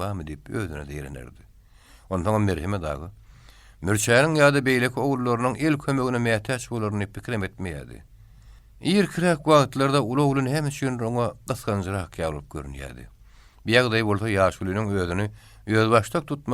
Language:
Turkmen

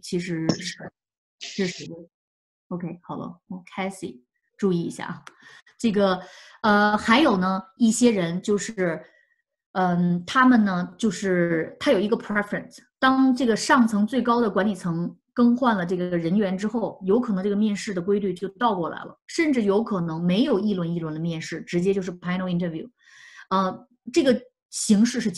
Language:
Chinese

